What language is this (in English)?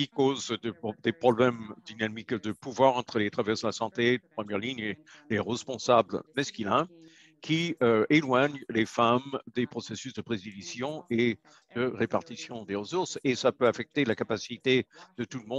French